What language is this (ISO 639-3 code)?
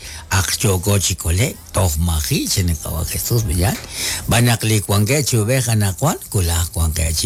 kek